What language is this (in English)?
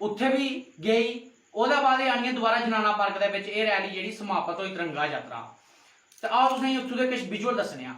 Dogri